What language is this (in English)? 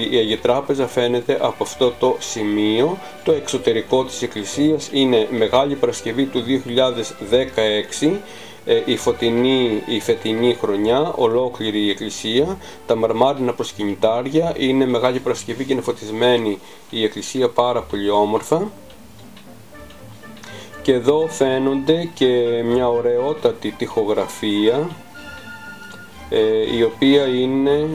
Greek